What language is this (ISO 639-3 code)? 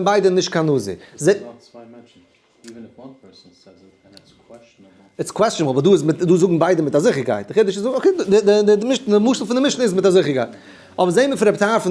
yid